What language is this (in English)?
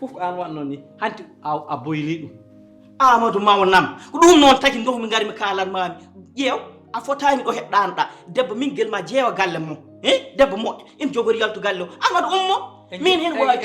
Fula